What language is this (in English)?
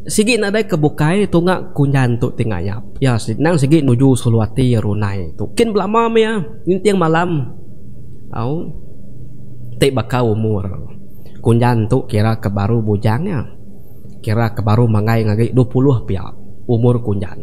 Iban